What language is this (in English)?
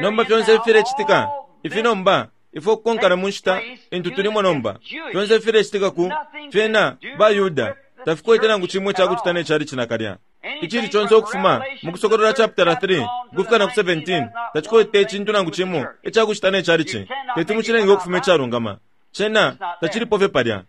Bemba